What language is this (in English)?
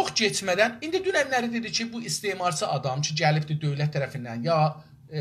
South Azerbaijani